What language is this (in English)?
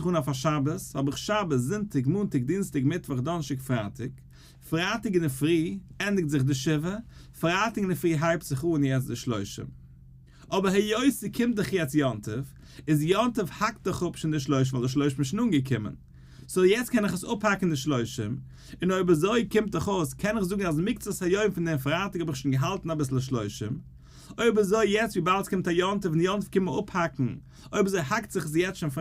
Yiddish